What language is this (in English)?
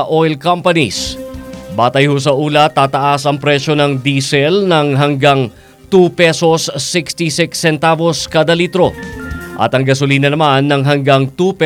Filipino